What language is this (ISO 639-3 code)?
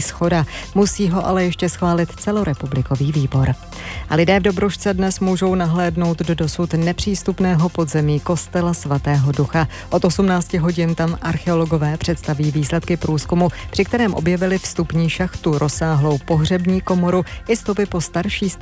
ces